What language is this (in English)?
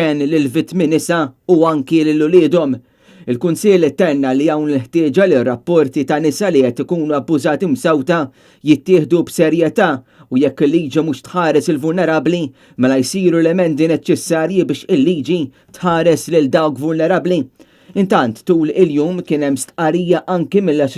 Maltese